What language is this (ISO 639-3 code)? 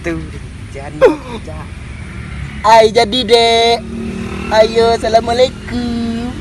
min